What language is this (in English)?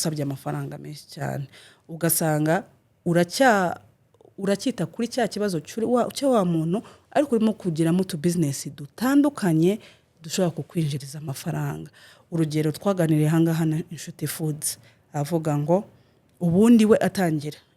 Kinyarwanda